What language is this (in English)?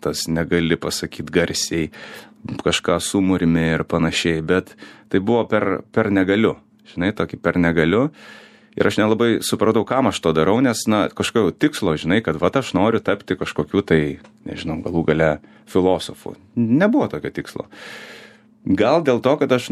Lithuanian